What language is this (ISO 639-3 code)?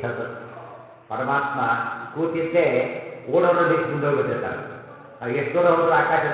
kan